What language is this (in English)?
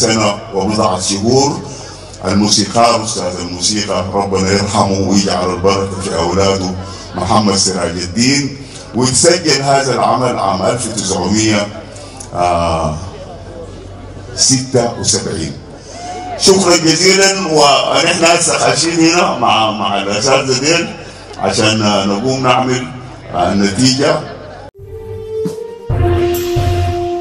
Sudanese Arabic